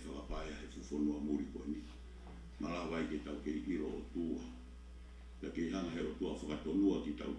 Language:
Tongan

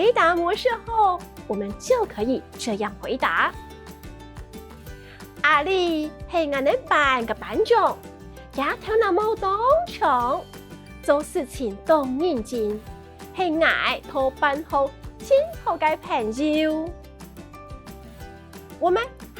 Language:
Hakka Chinese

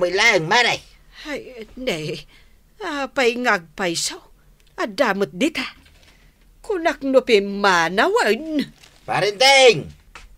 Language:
Iloko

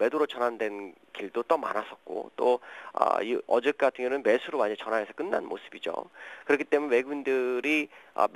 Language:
Korean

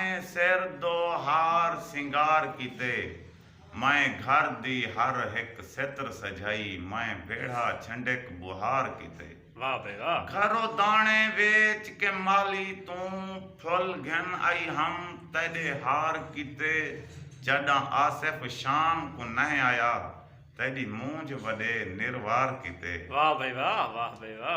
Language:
Saraiki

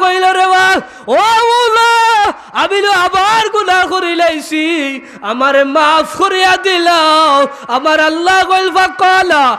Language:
Sylheti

